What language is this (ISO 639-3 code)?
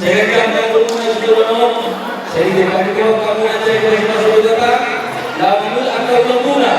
bbc